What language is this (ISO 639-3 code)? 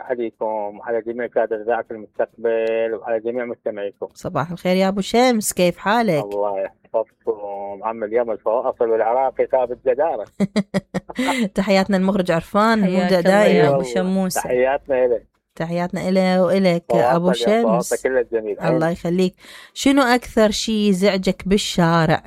acm